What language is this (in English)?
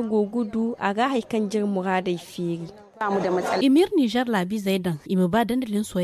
Zarma